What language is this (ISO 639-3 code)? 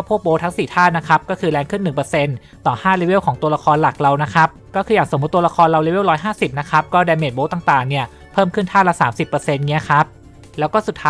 tha